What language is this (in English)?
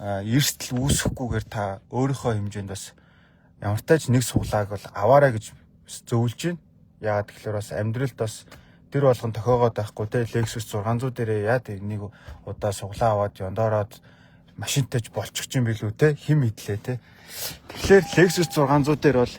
Mongolian